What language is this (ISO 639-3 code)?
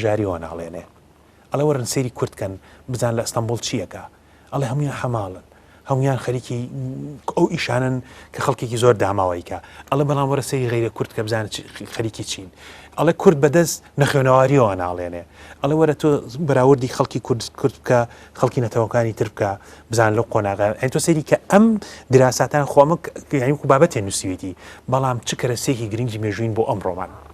ckb